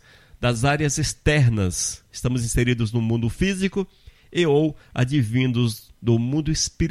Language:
Portuguese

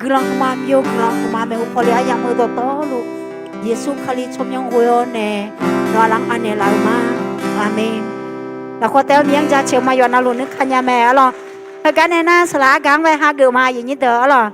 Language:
Akha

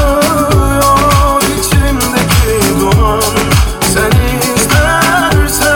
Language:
Turkish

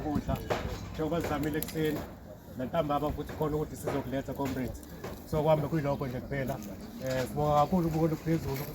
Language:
Zulu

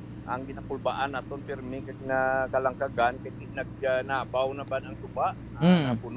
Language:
Hiligaynon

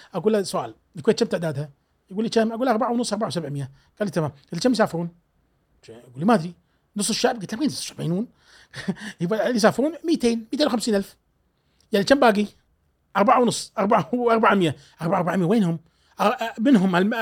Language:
Gulf Arabic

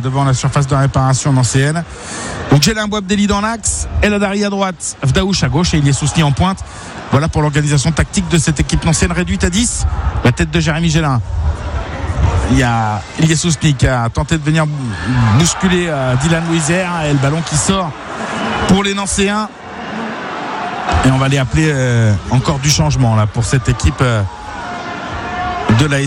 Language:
French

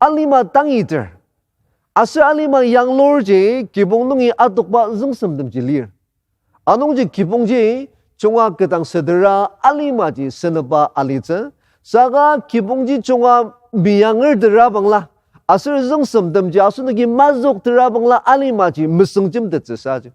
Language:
Ao Naga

